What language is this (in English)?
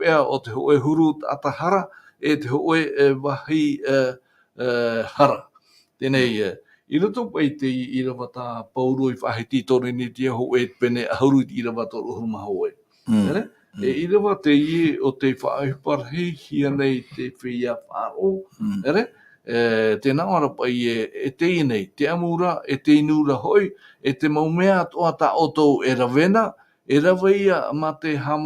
Tahitian